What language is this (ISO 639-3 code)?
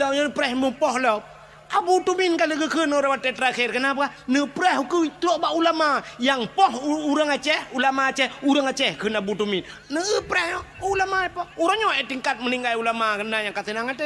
ace